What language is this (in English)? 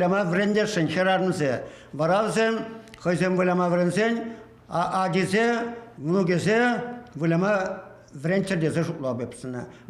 Chuvash